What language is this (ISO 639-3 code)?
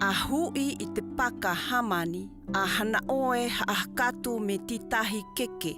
mqm